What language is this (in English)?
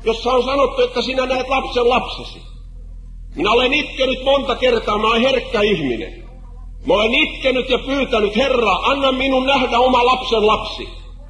Finnish